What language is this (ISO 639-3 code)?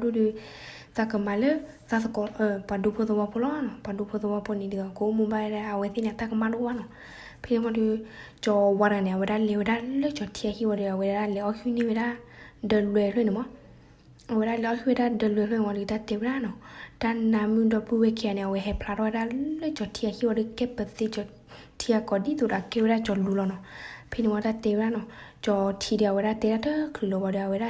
ksw